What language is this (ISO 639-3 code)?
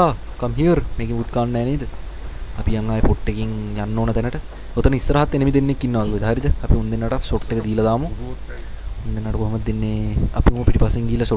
sin